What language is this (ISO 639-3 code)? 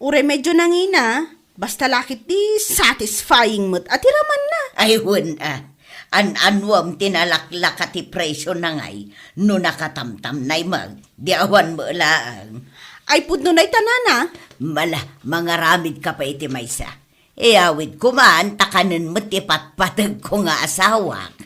ilo